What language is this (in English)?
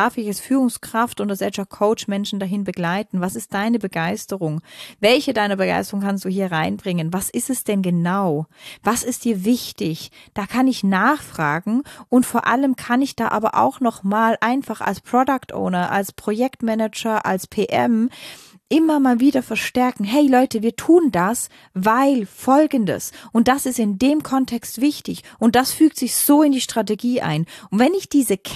German